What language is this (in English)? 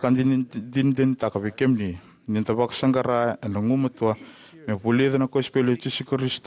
Fijian